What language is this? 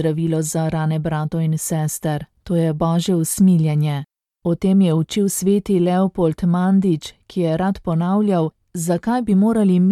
Slovenian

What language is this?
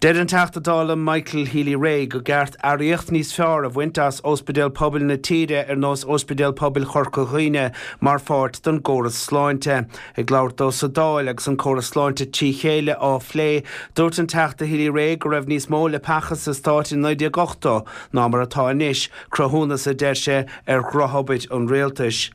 Irish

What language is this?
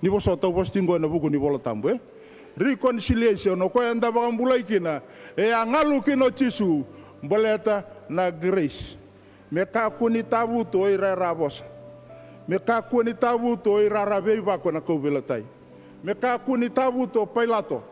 Fijian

